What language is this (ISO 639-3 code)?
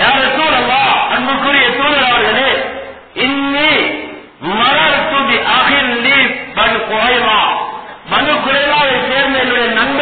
tam